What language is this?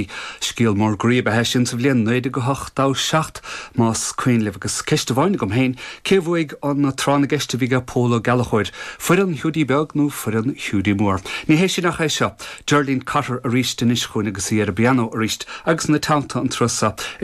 Irish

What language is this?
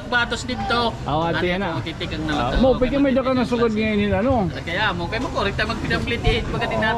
Waray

